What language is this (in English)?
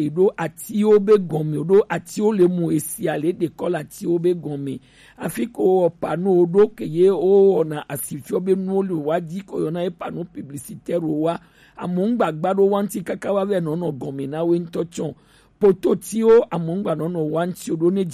Gen